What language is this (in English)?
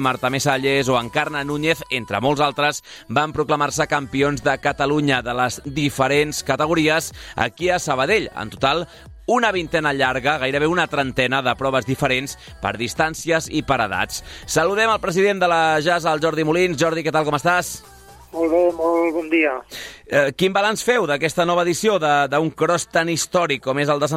Catalan